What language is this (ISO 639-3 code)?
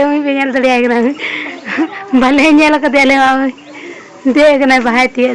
sat